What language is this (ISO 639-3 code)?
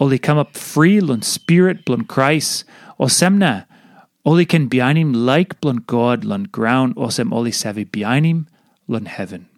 tpi